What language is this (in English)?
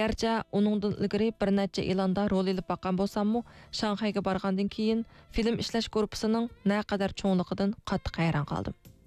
Uyghur